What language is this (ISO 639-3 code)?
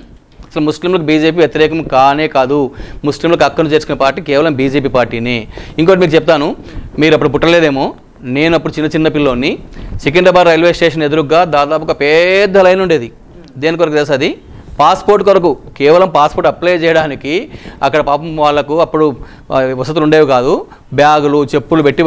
tel